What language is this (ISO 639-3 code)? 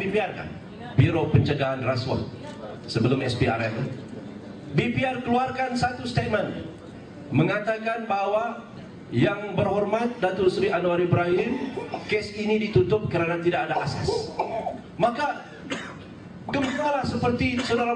msa